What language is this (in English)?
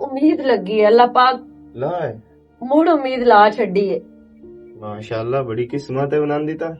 Western Panjabi